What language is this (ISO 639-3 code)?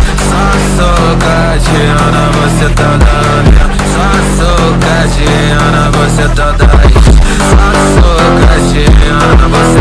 por